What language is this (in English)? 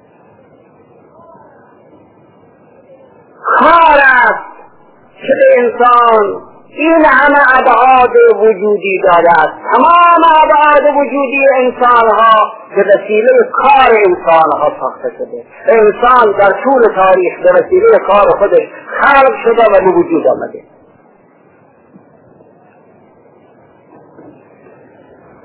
Persian